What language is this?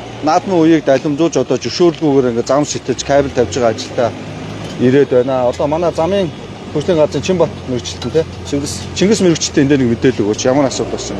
Mongolian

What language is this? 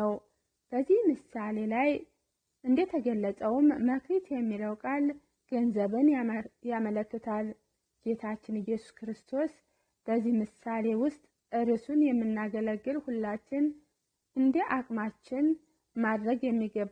Amharic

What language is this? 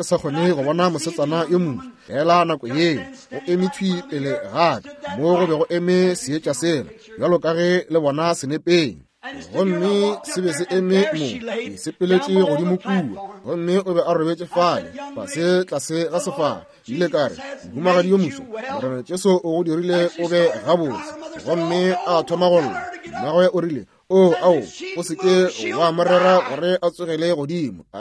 Northern Sotho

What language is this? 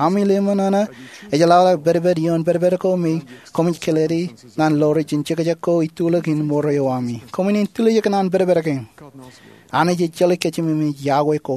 Marshallese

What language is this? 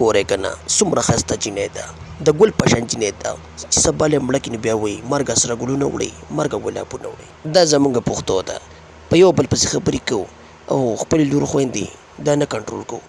Pashto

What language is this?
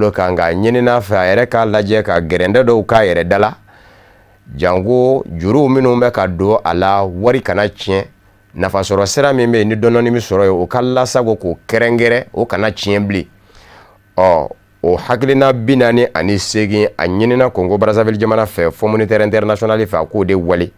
Bambara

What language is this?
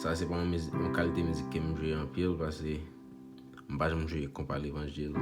Haitian Creole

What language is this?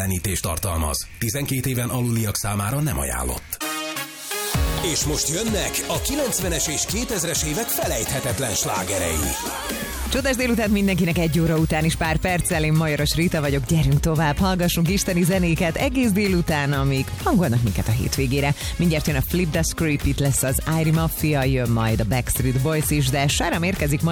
Hungarian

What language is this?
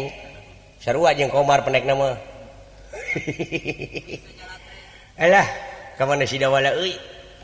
Sundanese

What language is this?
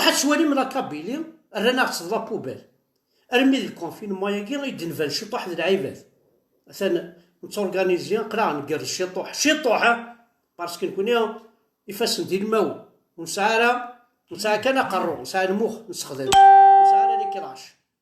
Kabyle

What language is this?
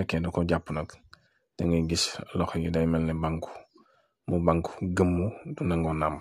Wolof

